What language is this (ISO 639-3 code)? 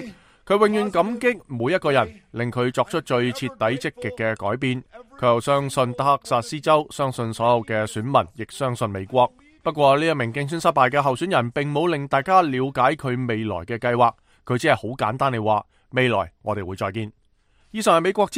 yue